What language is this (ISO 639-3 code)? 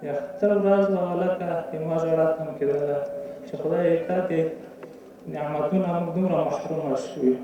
pus